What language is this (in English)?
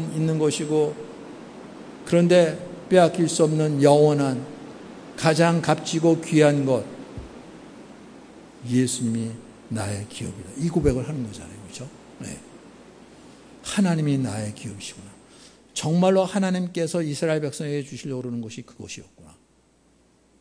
Korean